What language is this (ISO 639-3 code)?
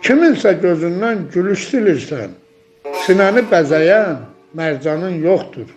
aze